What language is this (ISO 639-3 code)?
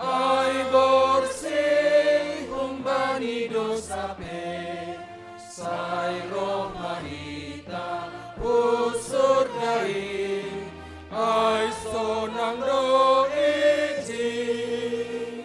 bts